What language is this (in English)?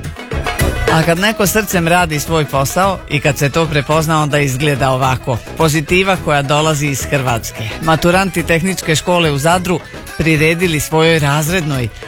Croatian